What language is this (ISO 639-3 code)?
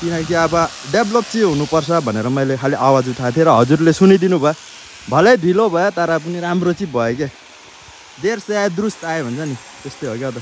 nep